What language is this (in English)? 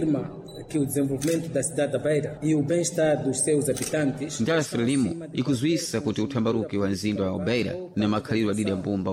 Sena